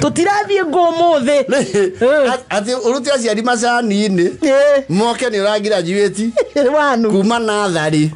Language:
Kikuyu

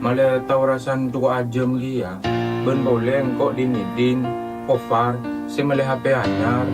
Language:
Madurese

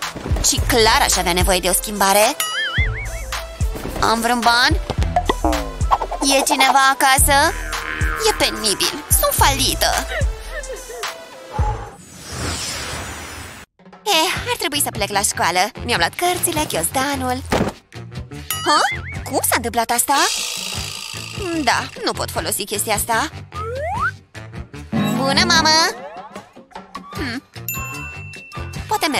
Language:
Romanian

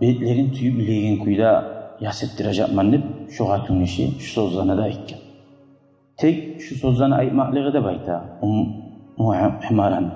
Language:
Kumyk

